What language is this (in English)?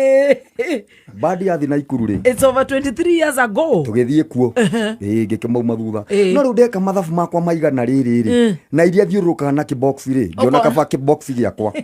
Kikuyu